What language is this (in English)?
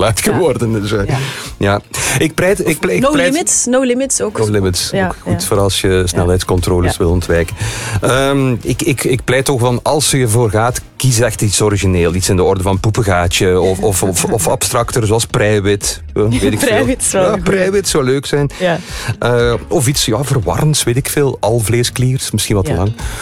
Dutch